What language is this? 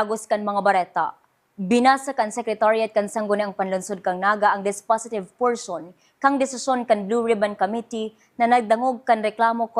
Bikol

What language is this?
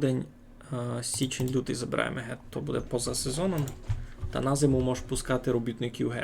Rusyn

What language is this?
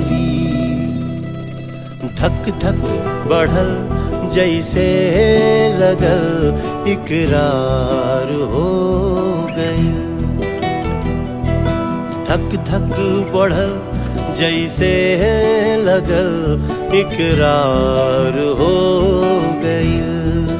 Bhojpuri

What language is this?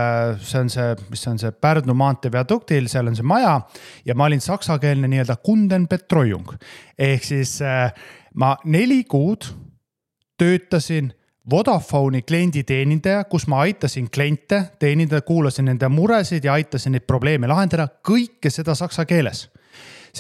Estonian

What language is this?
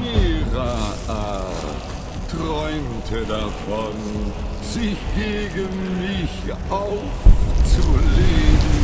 Bavarian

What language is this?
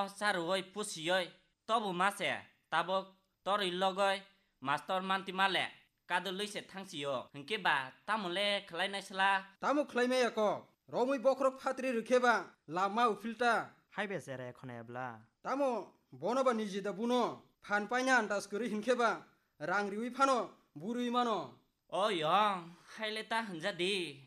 Kok Borok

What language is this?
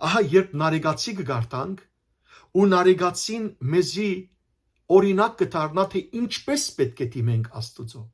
Western Armenian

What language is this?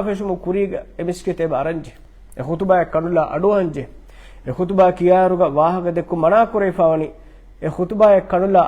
Divehi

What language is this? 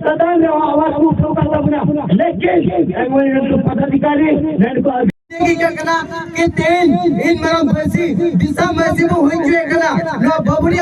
Santali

